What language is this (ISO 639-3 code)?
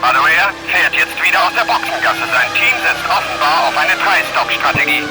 bar